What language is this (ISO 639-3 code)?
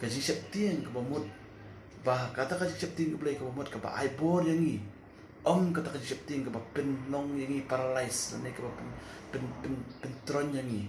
kha